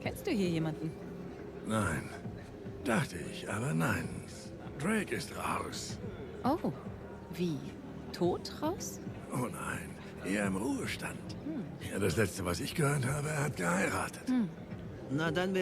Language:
Swiss German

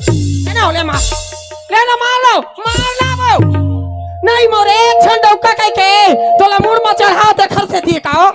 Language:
Chhattisgarhi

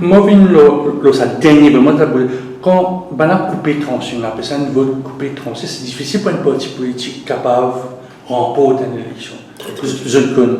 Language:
Morisyen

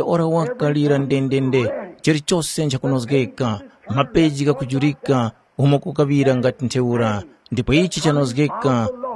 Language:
Tumbuka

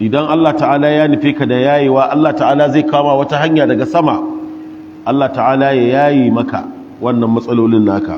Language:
Hausa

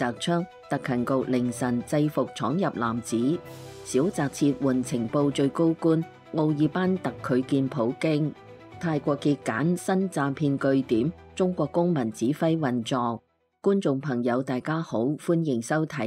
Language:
Cantonese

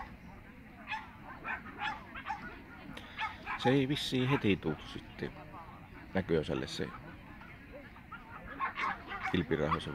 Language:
Finnish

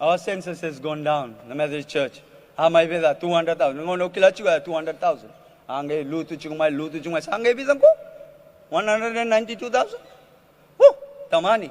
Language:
Fijian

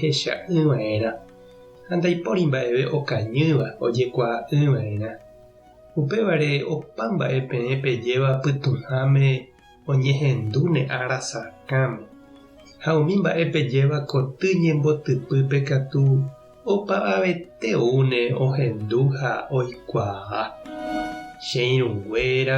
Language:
Guarani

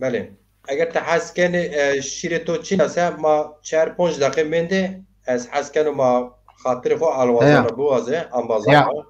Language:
Zaza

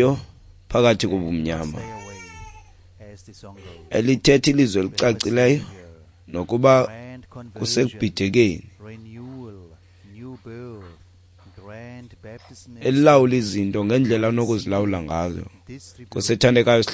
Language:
Xhosa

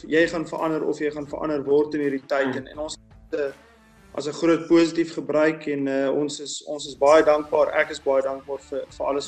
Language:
Afrikaans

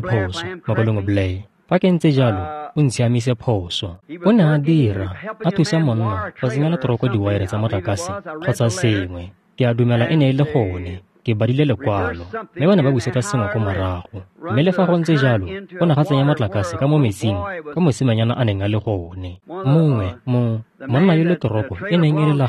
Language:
Tswana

